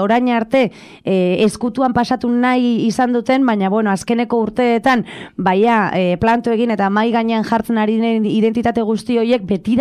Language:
Basque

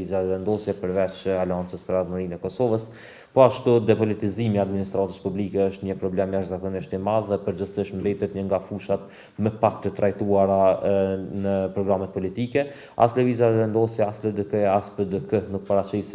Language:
Albanian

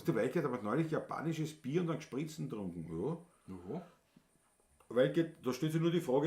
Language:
Bavarian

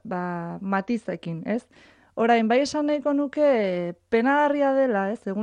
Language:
Basque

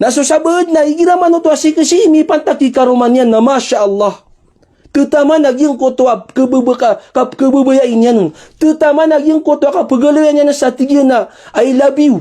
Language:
Maranao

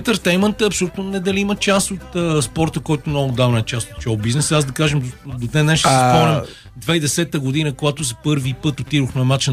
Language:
Bulgarian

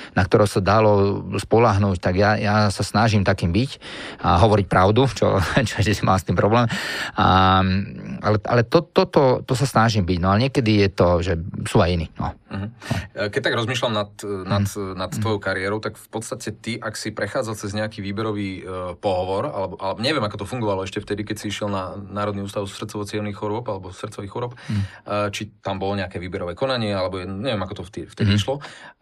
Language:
Slovak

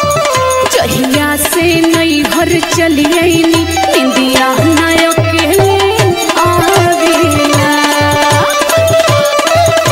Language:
Bhojpuri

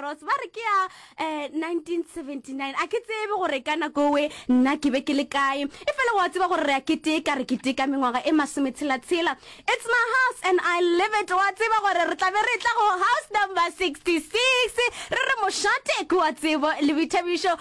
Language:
Northern Sotho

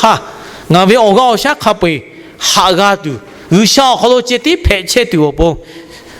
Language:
Lahu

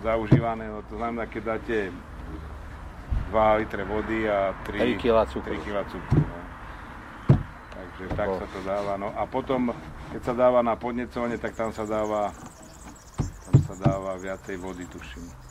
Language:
Slovak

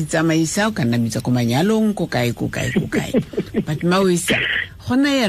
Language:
Tswana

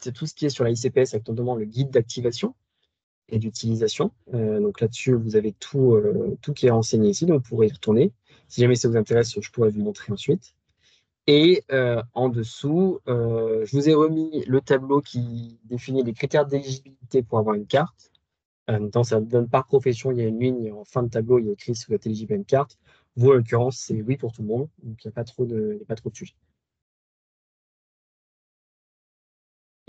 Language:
French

